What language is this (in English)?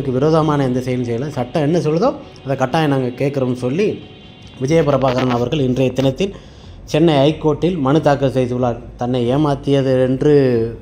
Tamil